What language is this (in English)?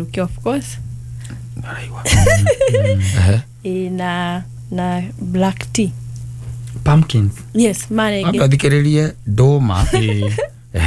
Kikuyu